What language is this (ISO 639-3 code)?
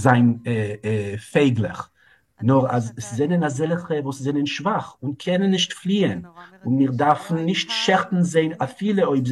yid